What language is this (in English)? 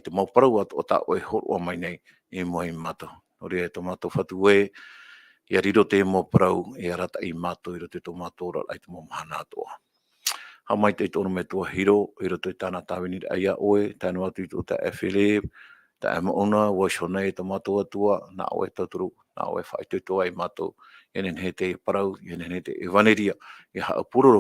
Tahitian